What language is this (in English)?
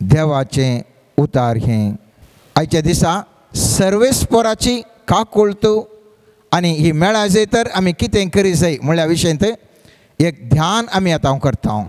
Konkani